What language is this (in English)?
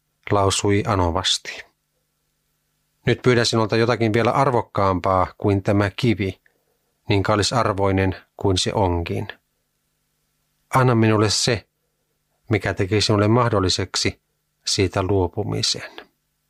Finnish